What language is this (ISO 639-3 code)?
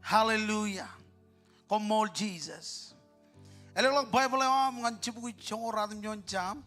mah